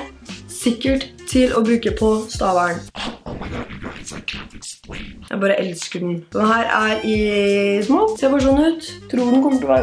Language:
Norwegian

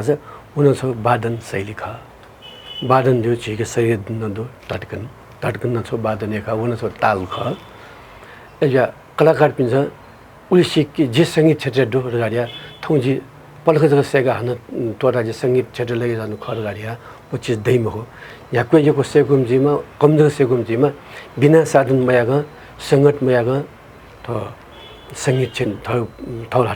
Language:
Newari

